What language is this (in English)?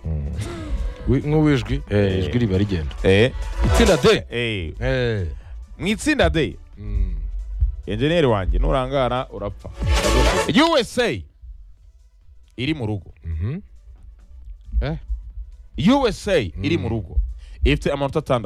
Kinyarwanda